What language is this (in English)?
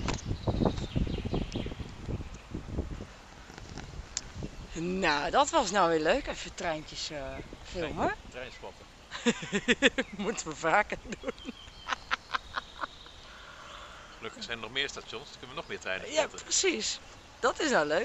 Dutch